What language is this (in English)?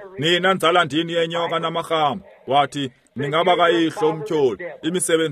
Xhosa